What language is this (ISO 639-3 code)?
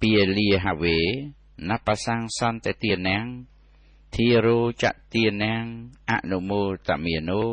khm